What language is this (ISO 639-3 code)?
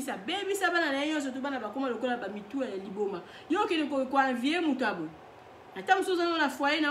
lin